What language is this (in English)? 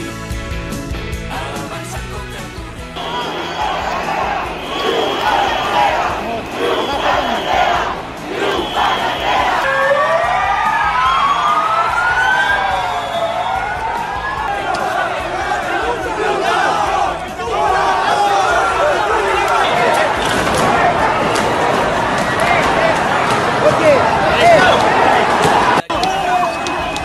Catalan